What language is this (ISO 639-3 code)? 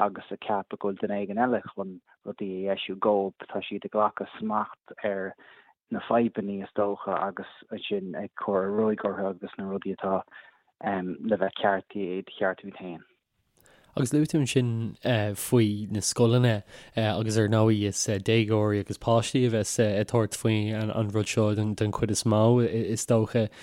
gle